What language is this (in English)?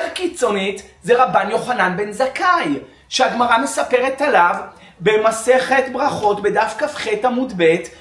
Hebrew